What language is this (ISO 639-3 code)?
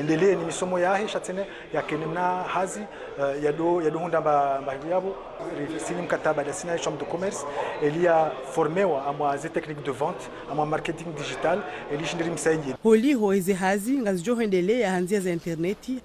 zdj